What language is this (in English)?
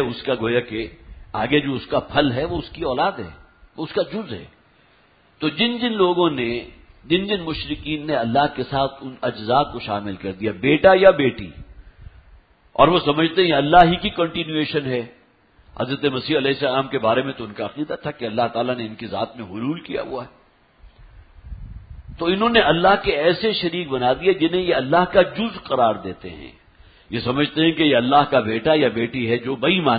Urdu